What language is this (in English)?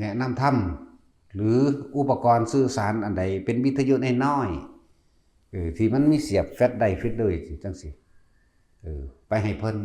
Northeastern Thai